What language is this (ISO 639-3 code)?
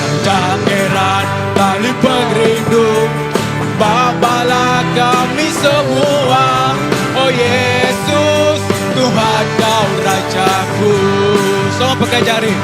iba